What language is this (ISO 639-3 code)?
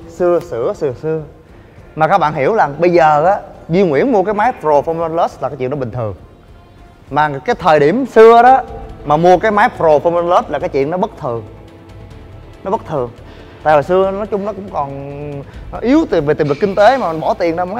vie